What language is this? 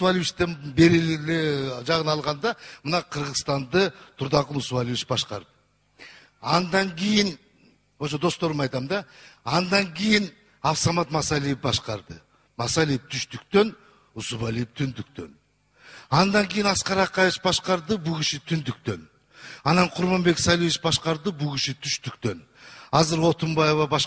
Kyrgyz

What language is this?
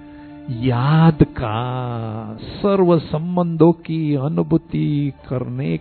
Hindi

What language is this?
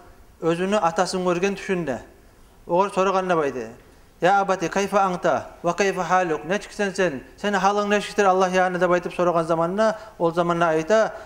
Kumyk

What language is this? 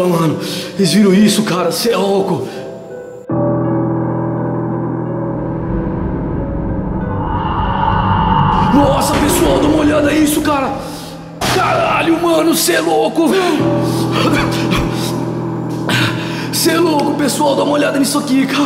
Portuguese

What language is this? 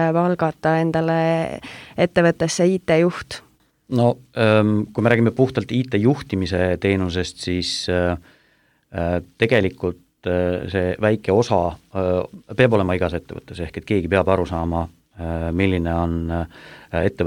Estonian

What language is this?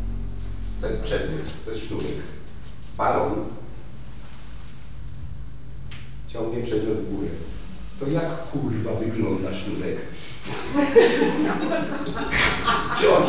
Polish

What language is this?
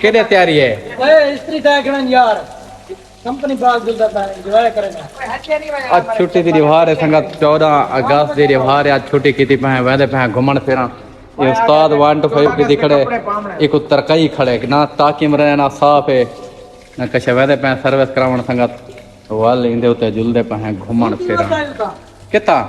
Saraiki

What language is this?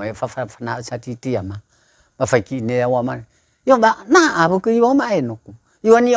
Nias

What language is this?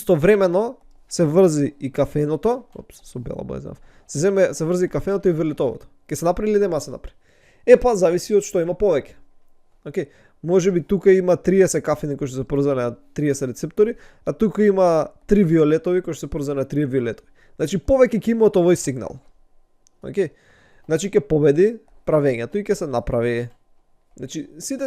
Macedonian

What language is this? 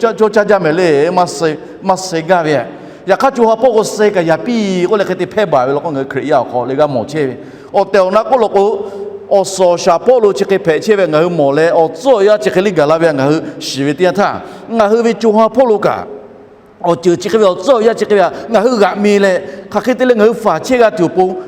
Lahu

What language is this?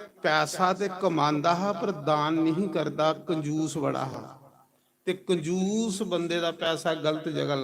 Dogri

